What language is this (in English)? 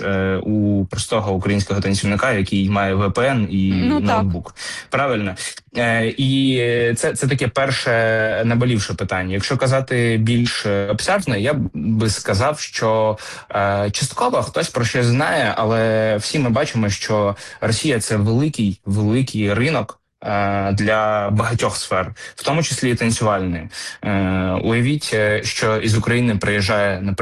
Ukrainian